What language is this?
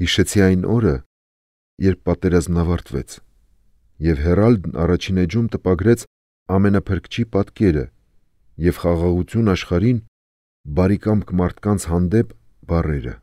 Armenian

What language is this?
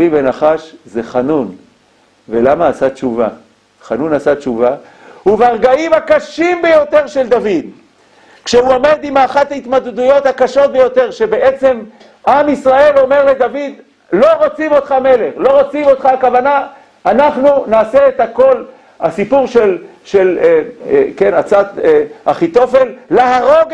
Hebrew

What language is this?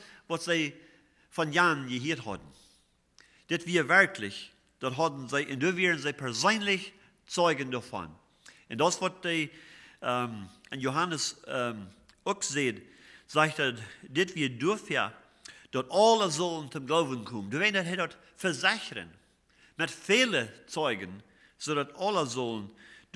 Plautdietsch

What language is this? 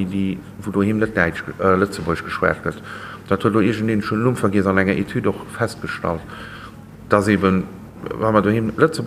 Luxembourgish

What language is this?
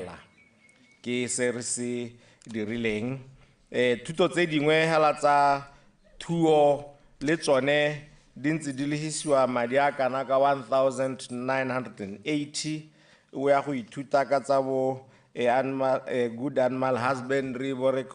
Tswana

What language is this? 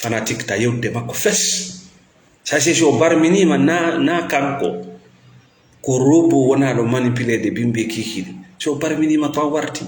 Fula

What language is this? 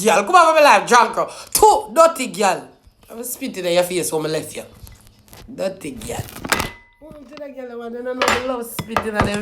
Jamaican Creole English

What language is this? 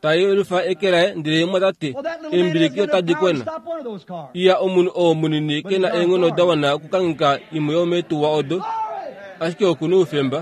Kuanyama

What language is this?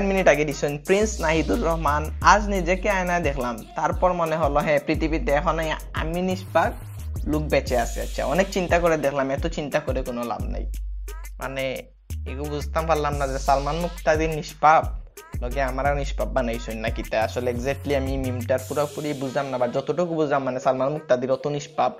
Sylheti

